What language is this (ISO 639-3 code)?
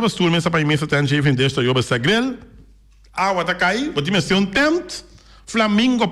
pap